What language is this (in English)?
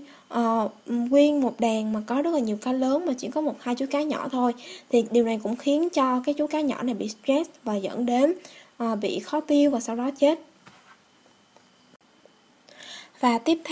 Vietnamese